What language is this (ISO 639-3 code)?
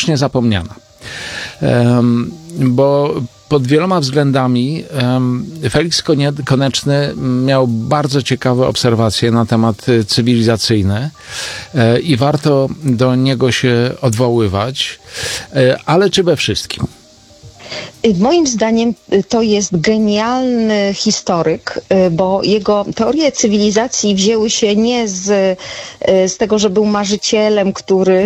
pol